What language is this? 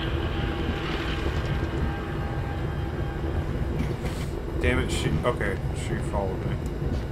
English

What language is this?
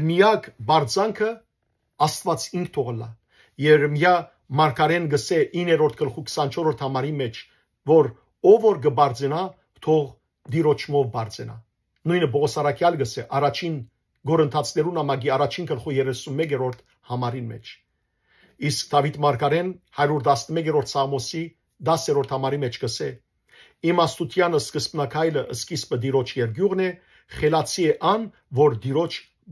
Western Armenian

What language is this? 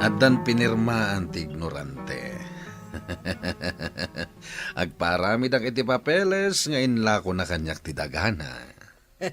Iloko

